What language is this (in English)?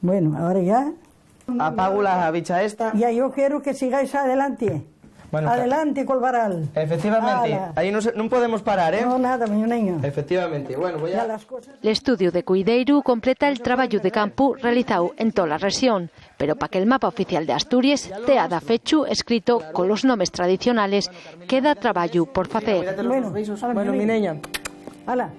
Asturian